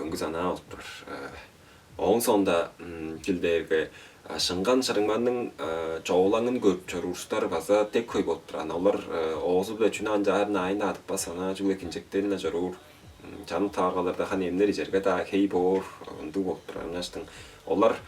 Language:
Tuvinian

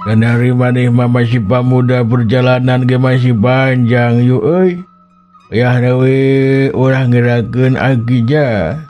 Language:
Sundanese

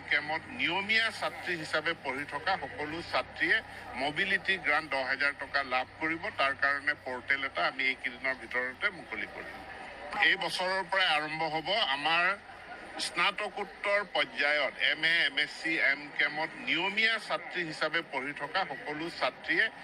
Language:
Assamese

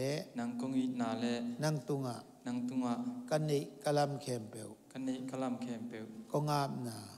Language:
Tedim Chin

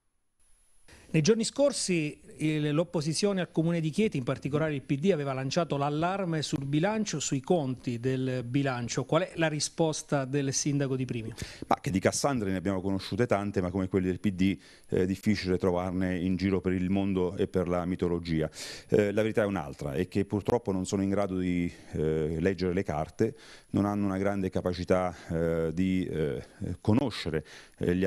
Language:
Italian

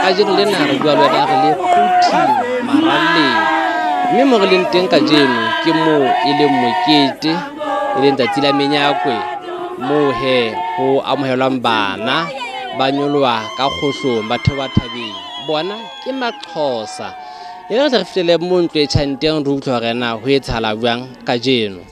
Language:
Southern Sotho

